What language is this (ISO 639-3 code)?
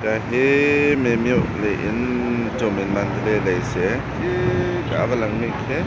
cnh